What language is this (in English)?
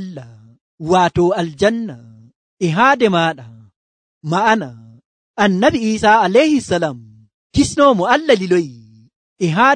Nigerian Fulfulde